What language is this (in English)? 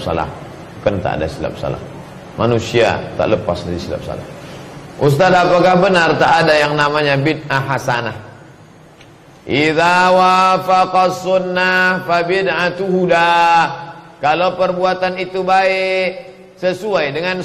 Indonesian